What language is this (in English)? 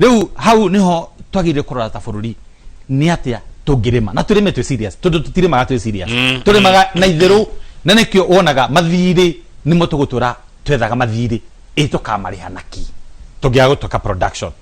Kikuyu